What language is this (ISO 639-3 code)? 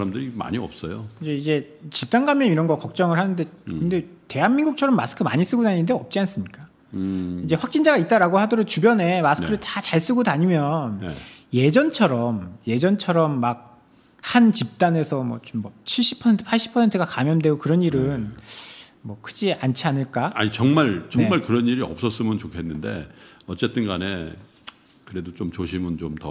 kor